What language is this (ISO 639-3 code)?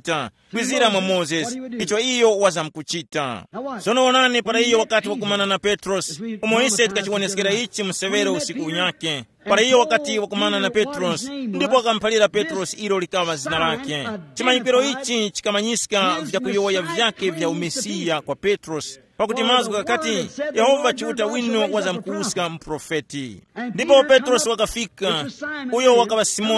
tum